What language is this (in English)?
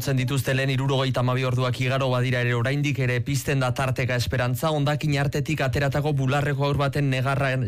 Basque